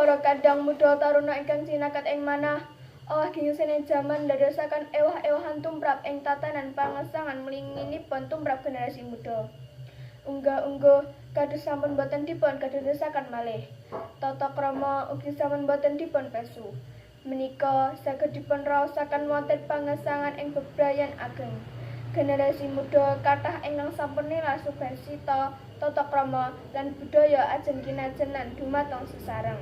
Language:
Javanese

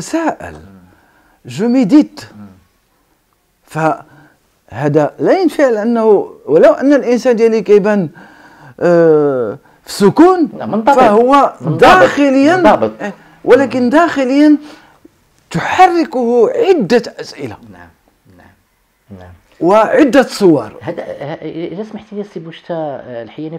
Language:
Moroccan Arabic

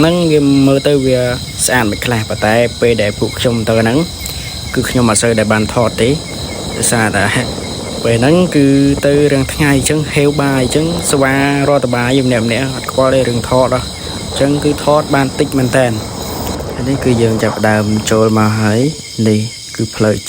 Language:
Khmer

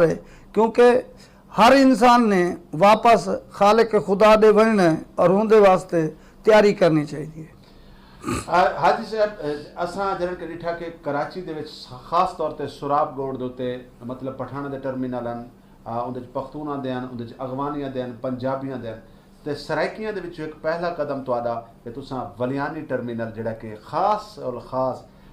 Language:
Saraiki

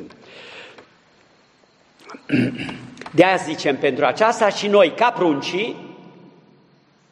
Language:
Romanian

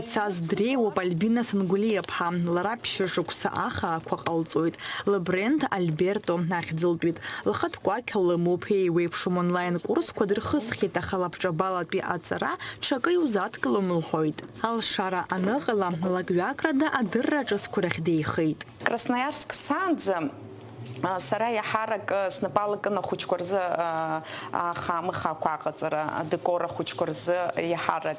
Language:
Abkhazian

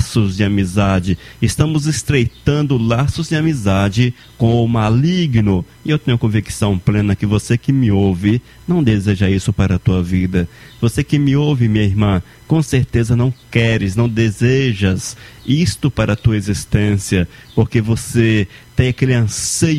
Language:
Portuguese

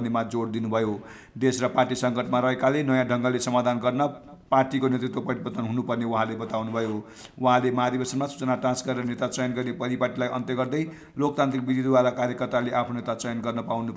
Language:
Nepali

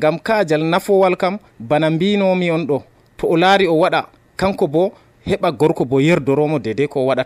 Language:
Nigerian Fulfulde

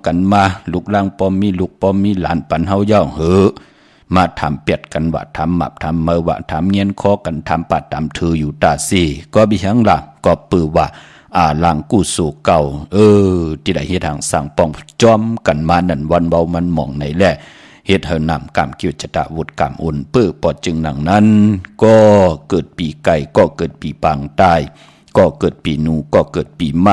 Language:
Shan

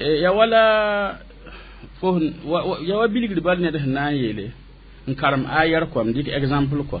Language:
Mossi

